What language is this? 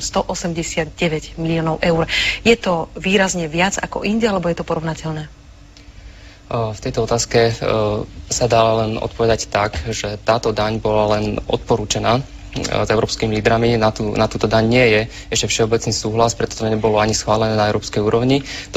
Slovak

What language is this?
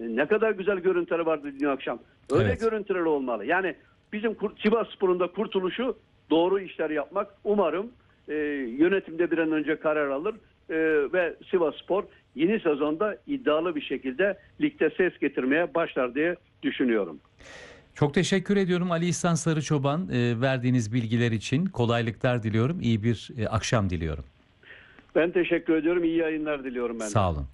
Turkish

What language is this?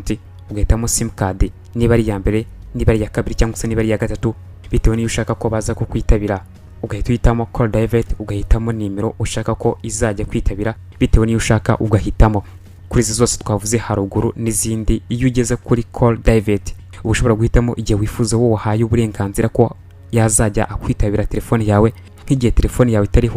Kinyarwanda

